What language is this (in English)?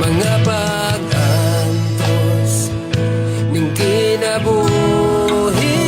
Cebuano